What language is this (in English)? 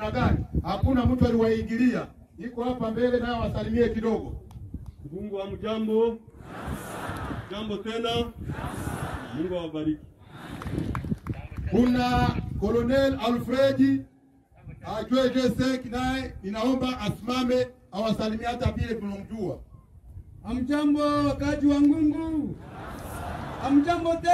Swahili